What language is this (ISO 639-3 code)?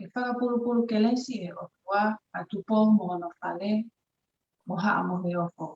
ton